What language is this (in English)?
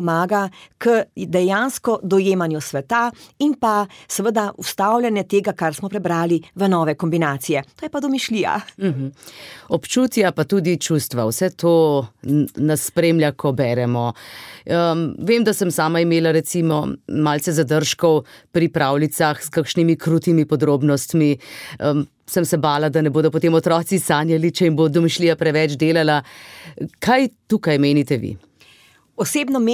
Slovenian